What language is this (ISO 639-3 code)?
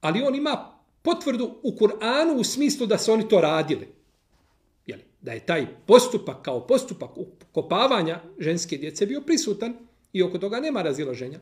bos